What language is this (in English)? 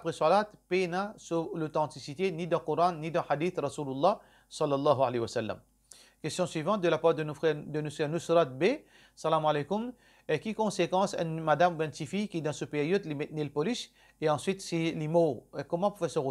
Morisyen